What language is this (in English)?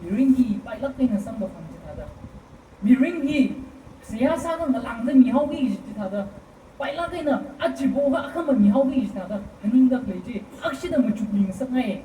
Tangkhul Naga (India)